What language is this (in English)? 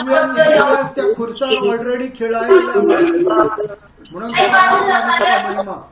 Konkani